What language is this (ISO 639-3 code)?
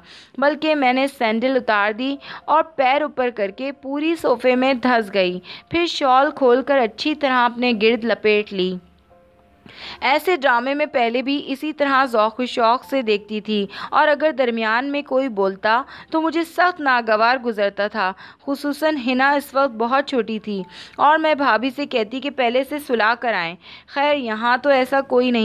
urd